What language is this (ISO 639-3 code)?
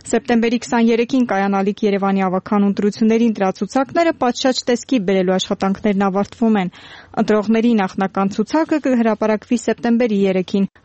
hye